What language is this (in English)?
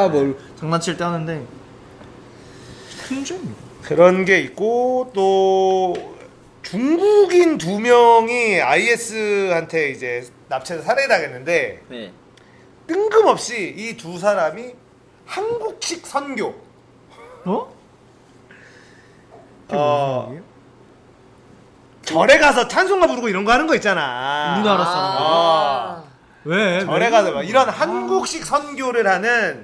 Korean